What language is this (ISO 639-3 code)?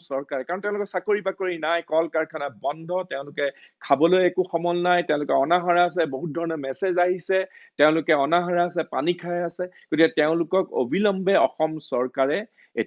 asm